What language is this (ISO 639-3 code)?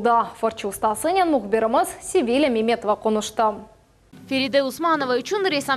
crh